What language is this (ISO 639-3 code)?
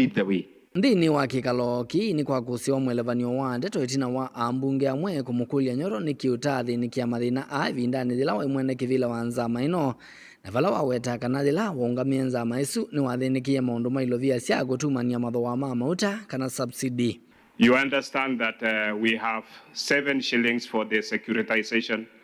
kam